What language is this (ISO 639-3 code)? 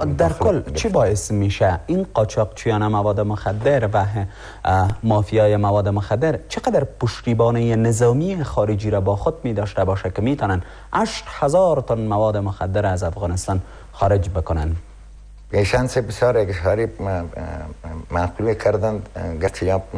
fas